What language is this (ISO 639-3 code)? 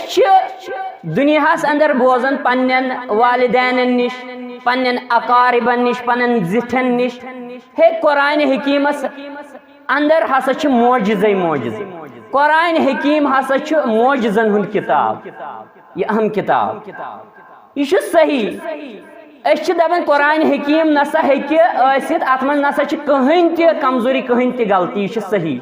kas